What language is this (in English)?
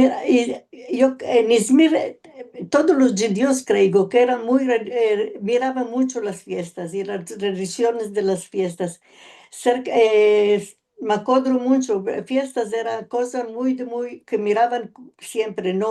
Ladino